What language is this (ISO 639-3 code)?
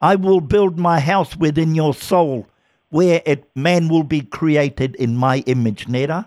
mri